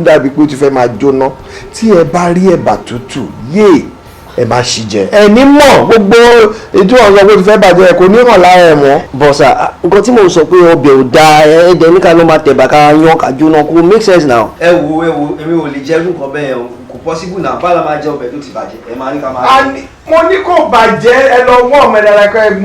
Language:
Yoruba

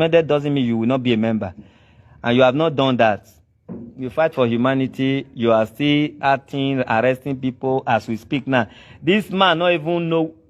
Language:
Nigerian Pidgin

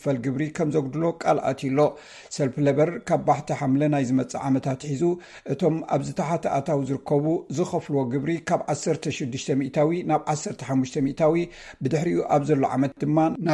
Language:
Tigrinya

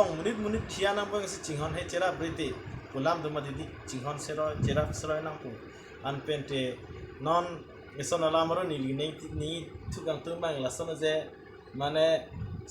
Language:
Karbi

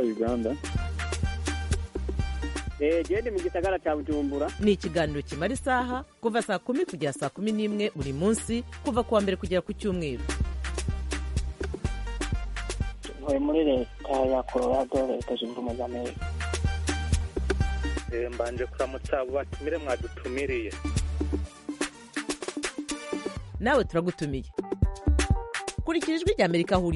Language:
Kinyarwanda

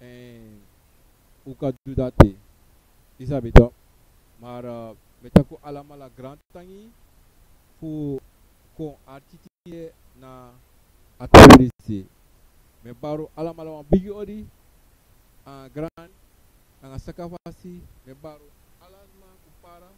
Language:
Sranan Tongo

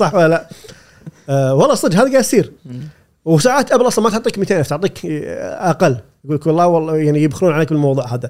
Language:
Gulf Arabic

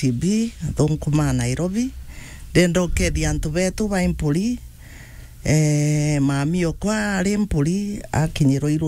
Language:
Meru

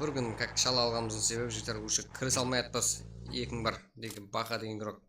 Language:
Kara-Kalpak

